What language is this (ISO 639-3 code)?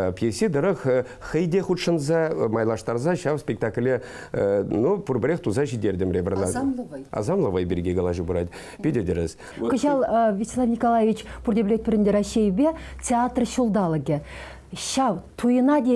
chv